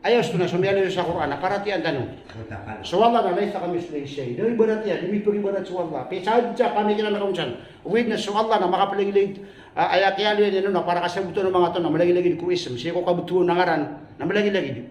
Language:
Maranao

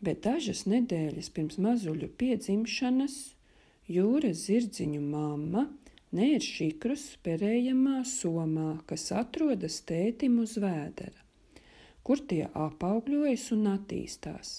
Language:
Latvian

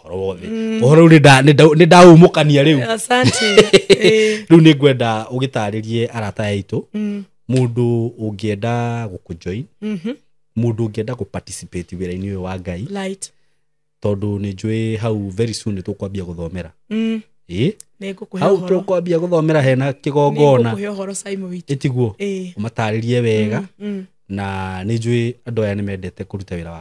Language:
Kikuyu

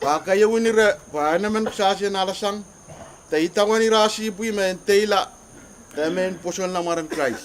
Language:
Pohnpeian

